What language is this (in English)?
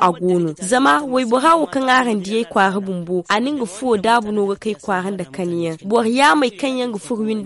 Zarma